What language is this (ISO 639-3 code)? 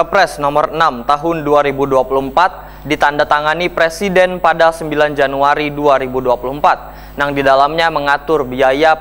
bjn